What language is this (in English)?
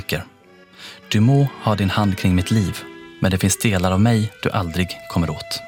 Swedish